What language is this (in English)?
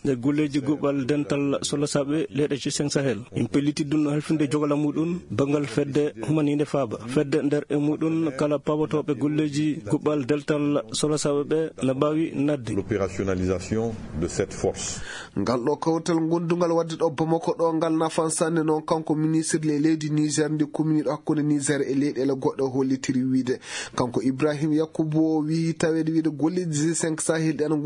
Fula